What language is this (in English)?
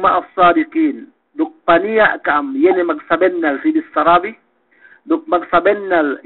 Yakan